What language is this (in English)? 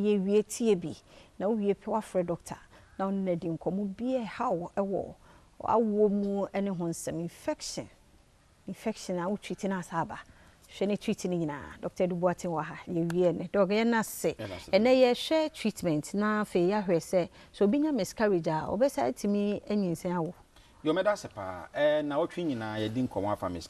Akan